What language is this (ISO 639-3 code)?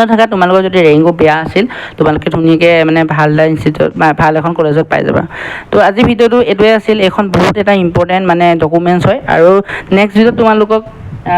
asm